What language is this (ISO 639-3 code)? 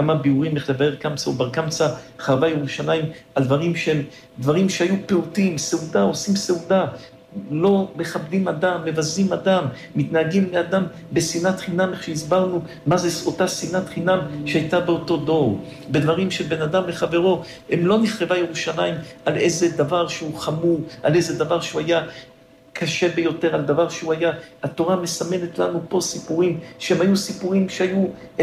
heb